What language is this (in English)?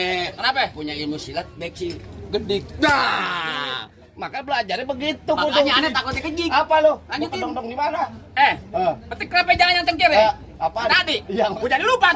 Betawi